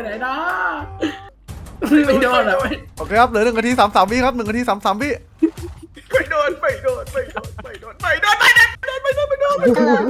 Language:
Thai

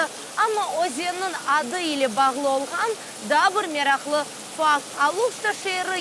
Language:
Crimean Tatar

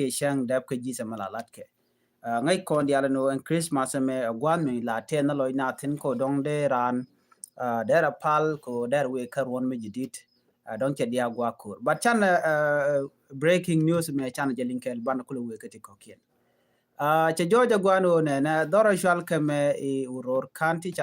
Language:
Nuer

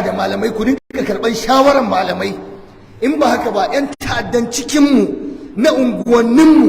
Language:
Hausa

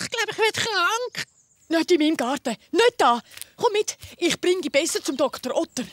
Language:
Swiss German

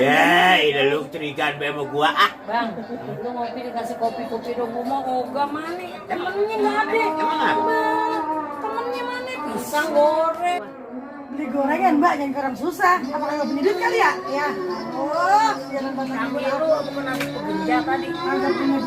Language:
Betawi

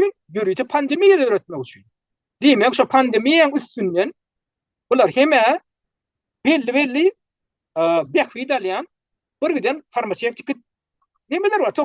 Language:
Turkmen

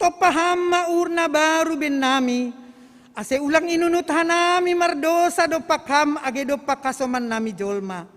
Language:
Batak Simalungun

